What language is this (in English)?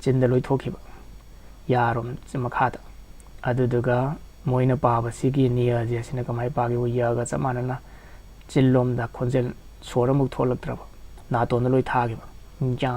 Manipuri